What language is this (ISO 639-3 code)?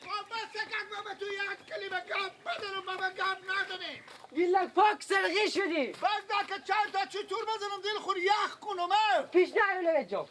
fas